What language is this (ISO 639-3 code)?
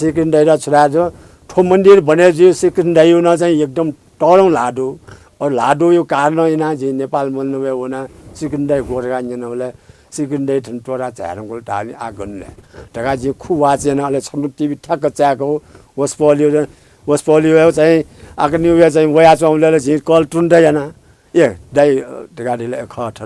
new